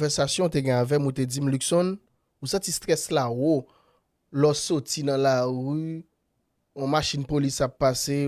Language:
Haitian Creole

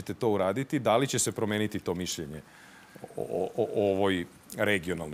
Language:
Serbian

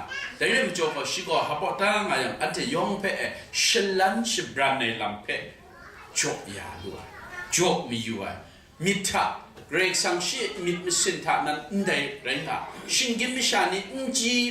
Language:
Kachin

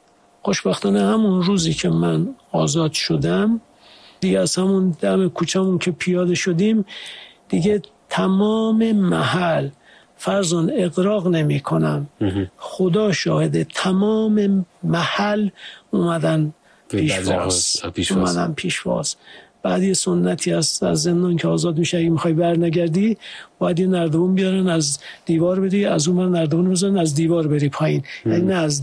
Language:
Persian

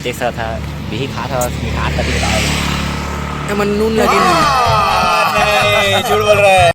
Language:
Chhattisgarhi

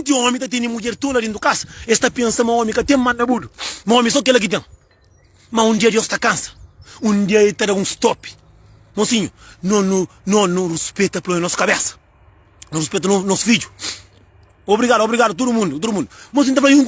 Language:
Kabuverdianu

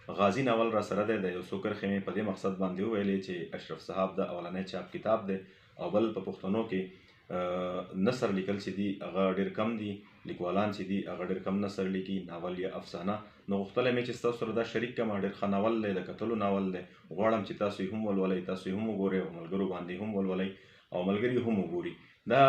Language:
Pashto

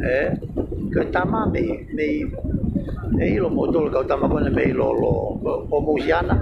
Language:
Tongan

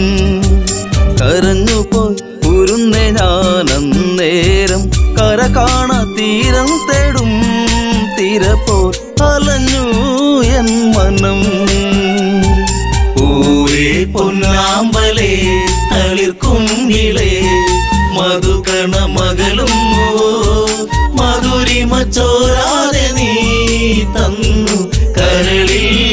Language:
Malayalam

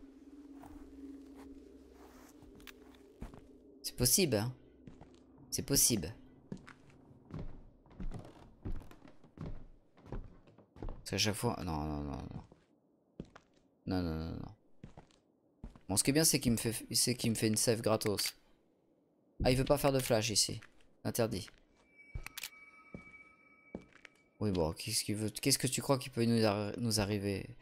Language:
French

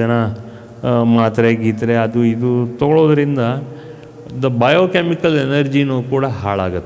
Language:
Kannada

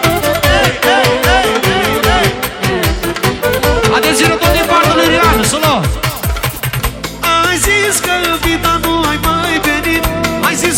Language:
Romanian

